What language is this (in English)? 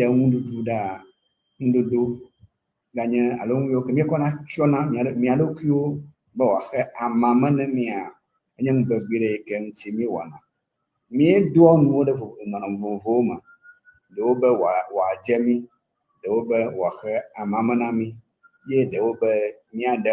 Ewe